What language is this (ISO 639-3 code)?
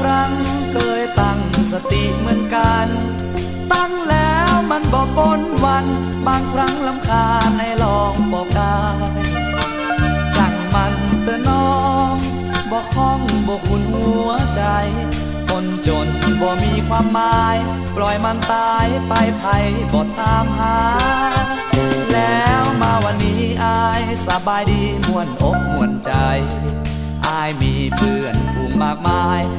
nod